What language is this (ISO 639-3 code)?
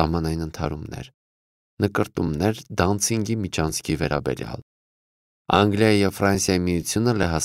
hye